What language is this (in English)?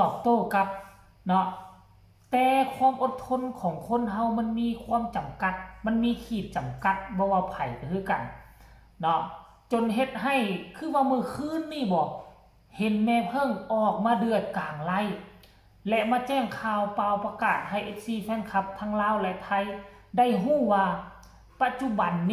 Northeastern Thai